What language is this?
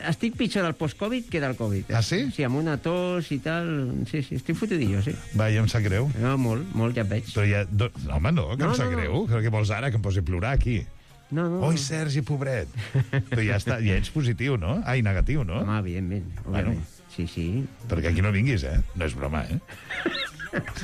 Catalan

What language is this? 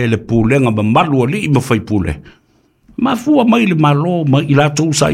Samoan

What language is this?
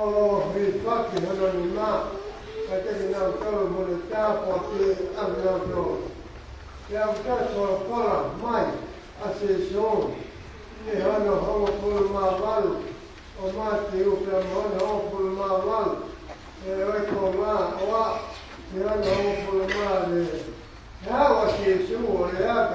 Tongan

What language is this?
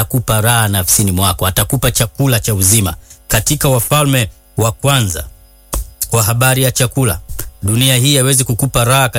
Swahili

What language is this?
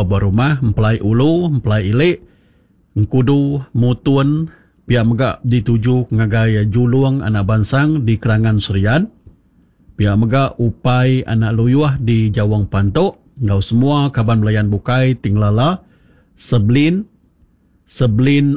Iban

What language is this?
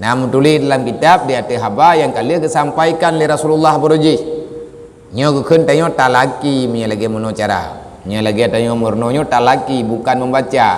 Achinese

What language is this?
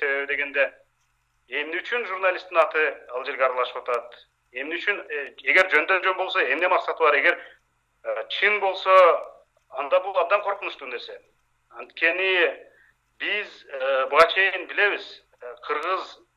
Kyrgyz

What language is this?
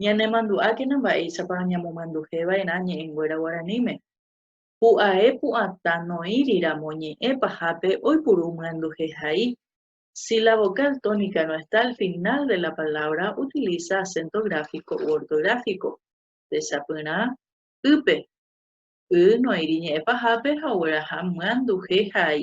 Guarani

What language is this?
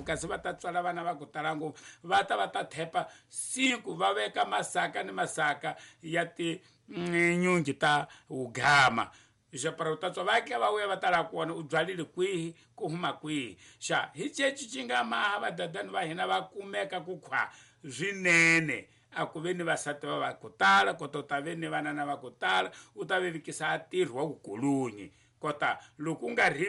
Tsonga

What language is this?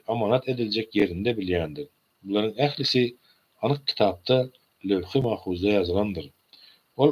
Turkmen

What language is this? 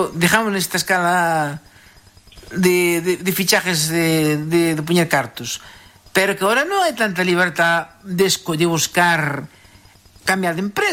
Galician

